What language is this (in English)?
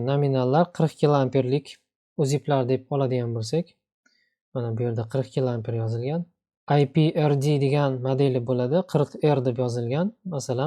Uzbek